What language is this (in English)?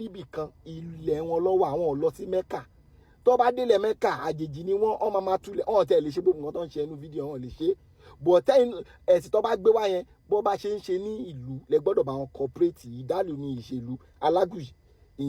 Yoruba